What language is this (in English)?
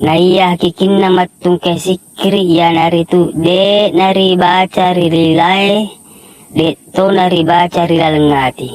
Buginese